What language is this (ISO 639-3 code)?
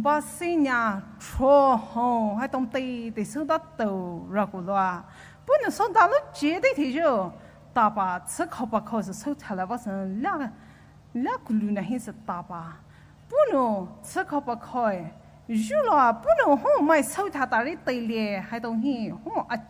pmx